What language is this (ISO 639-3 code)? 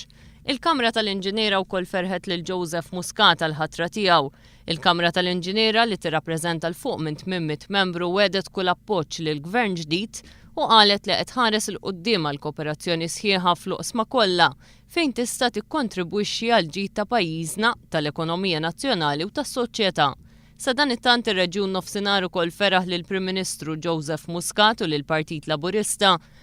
mlt